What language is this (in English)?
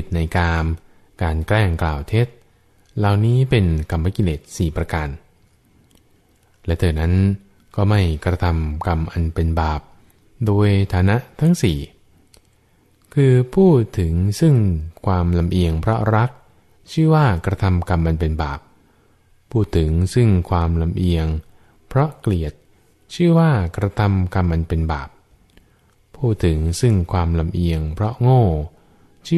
Thai